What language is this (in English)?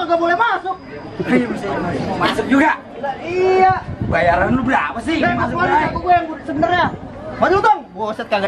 Betawi